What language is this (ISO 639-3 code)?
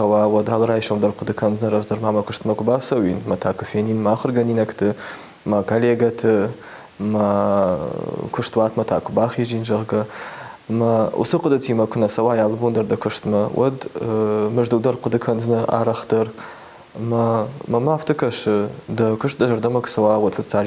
oss